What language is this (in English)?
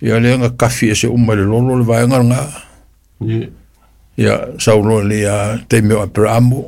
Samoan